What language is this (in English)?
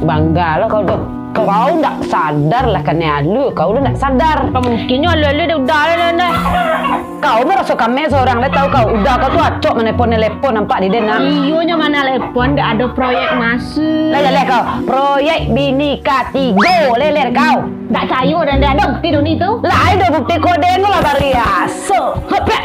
Minangkabau